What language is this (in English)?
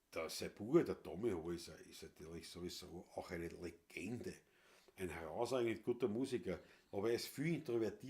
Bavarian